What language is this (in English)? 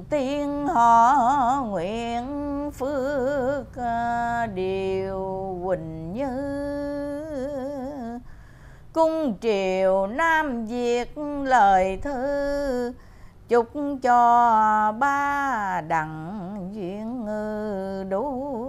Vietnamese